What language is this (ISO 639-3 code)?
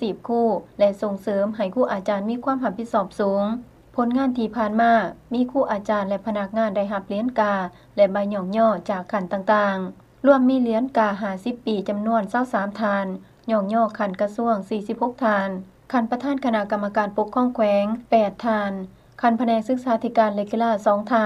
lao